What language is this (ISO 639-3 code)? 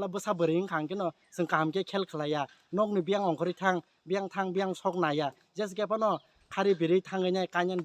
trp